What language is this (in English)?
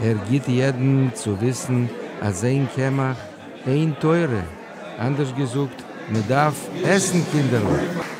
Yiddish